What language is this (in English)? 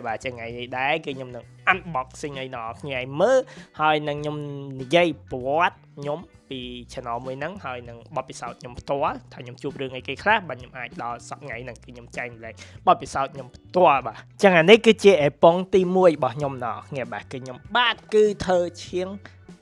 Khmer